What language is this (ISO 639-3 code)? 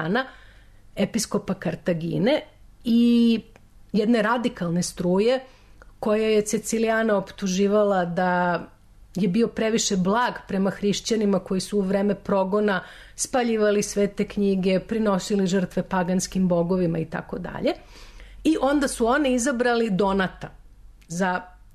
srp